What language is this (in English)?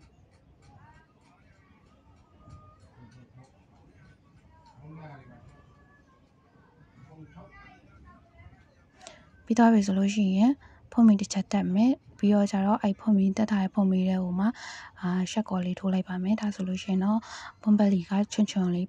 Burmese